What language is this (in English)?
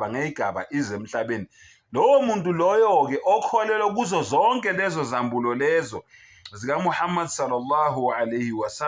Zulu